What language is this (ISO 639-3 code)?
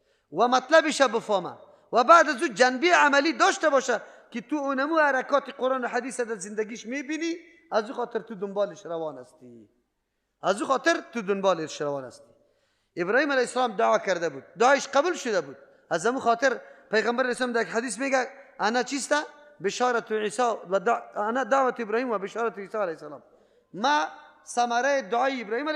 fas